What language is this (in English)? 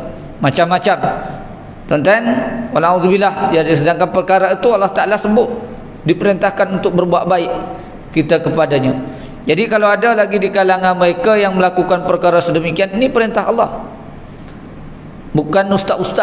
Malay